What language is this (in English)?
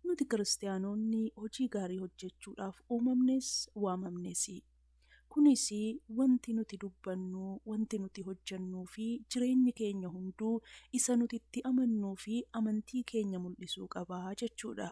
Oromo